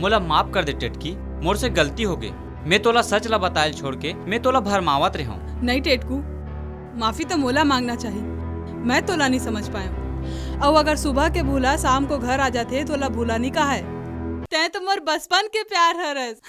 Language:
Chhattisgarhi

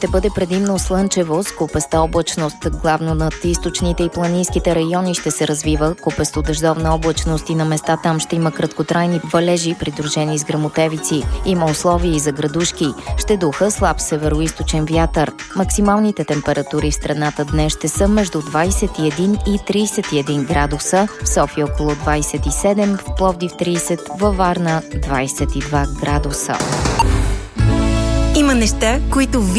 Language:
Bulgarian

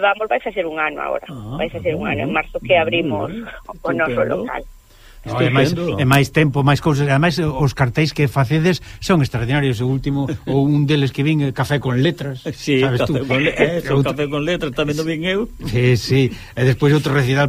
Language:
Galician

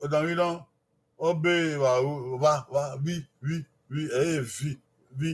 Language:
Bini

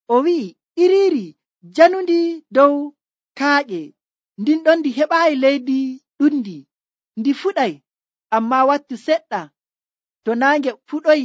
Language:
Nigerian Fulfulde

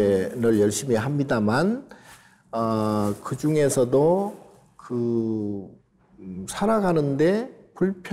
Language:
Korean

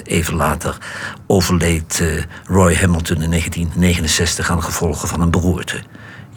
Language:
Dutch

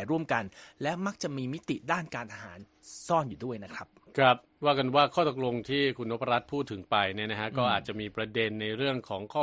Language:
Thai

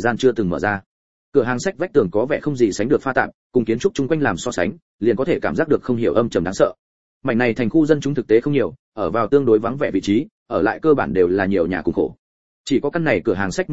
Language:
Vietnamese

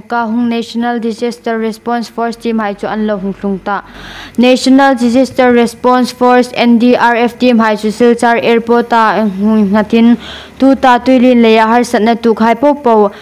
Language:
Hmar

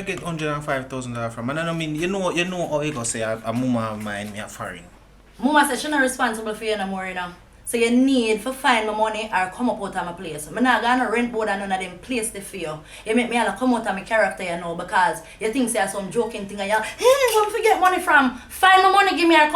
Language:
Jamaican Creole English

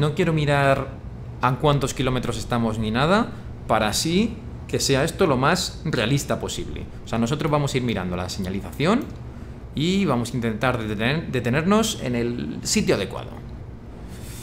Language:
Spanish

